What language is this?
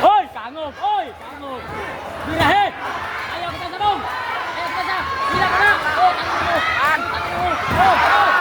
Cebuano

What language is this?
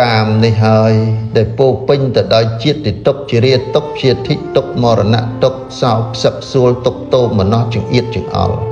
Khmer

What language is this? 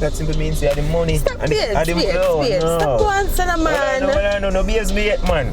Jamaican Creole English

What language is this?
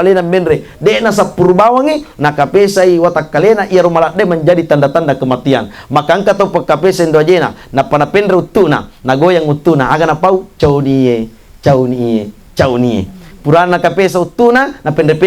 Buginese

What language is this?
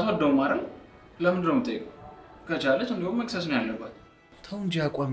Amharic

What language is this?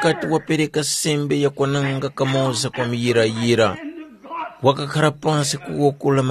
Tumbuka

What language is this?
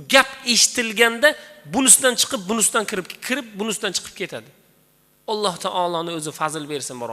Uzbek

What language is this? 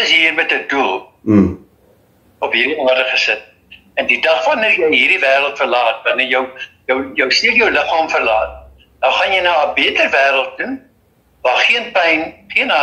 Afrikaans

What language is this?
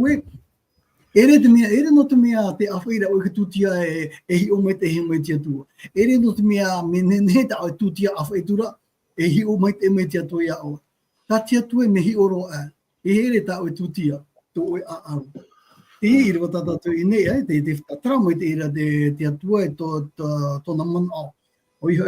Tahitian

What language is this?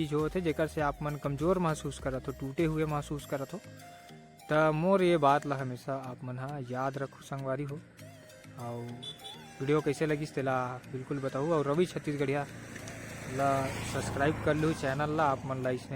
Chhattisgarhi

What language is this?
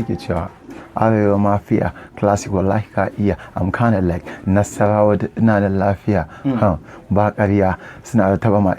Hausa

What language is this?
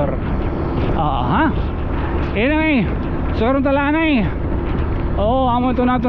Waray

